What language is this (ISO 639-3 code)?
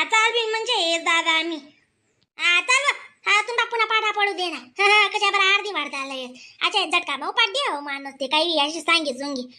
khn